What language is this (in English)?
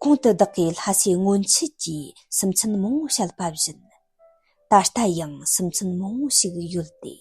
Tibetan